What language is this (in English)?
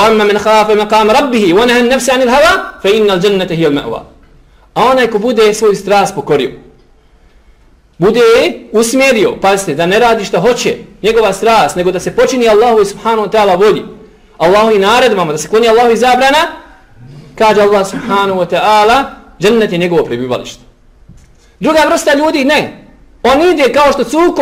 Bosnian